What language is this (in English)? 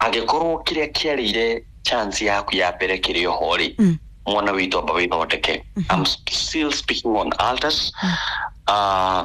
Kikuyu